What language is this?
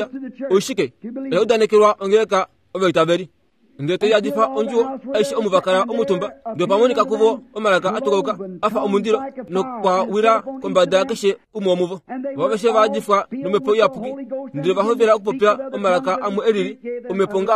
Kuanyama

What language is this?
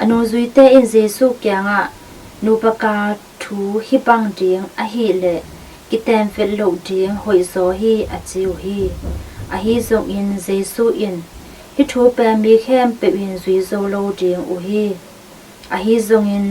Tedim Chin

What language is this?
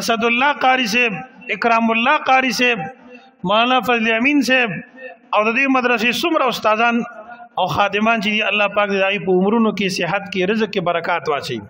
Pashto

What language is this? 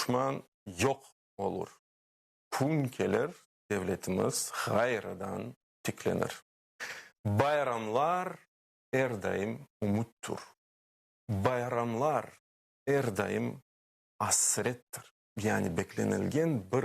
Crimean Tatar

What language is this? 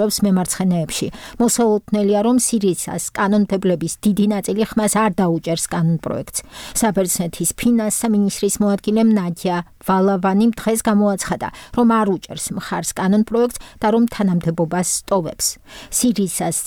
Georgian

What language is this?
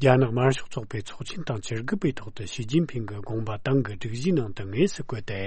Tibetan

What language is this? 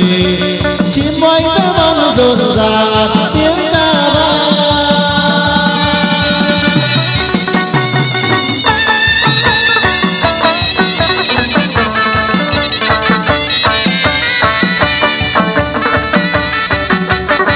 Vietnamese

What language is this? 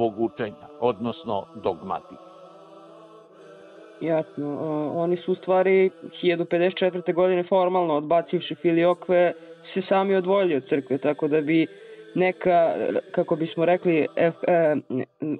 Serbian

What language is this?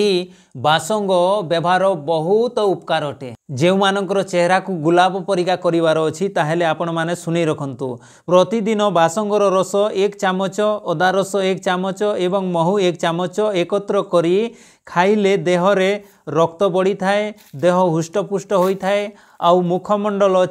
Odia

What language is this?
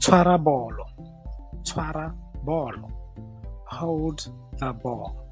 Tswana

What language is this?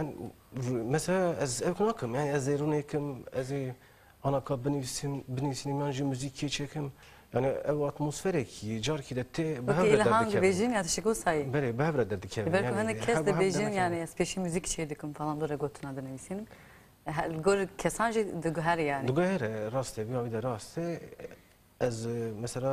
Kurdish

